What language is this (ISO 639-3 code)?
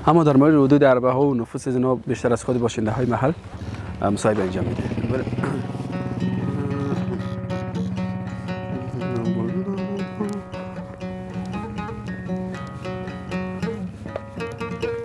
fas